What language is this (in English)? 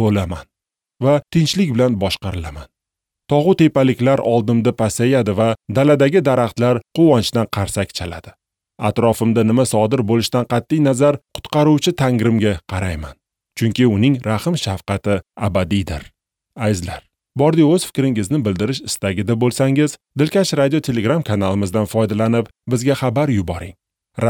Uzbek